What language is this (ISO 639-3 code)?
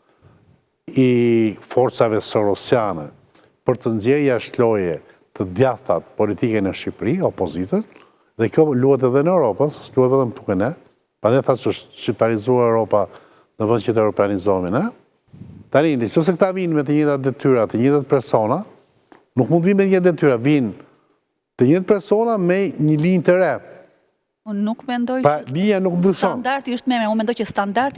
sqi